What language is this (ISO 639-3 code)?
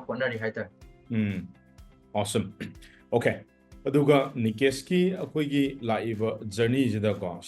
mni